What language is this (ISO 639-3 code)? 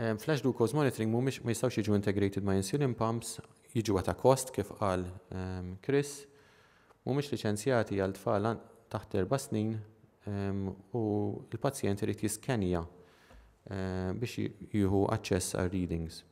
mlt